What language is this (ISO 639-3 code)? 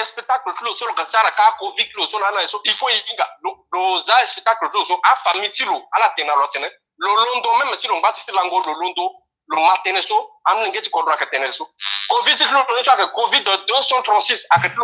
sag